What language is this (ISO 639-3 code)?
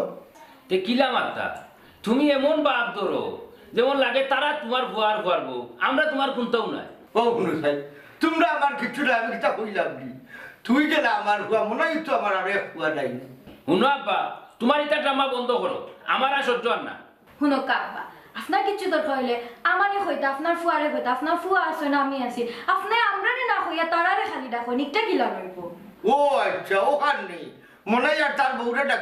syl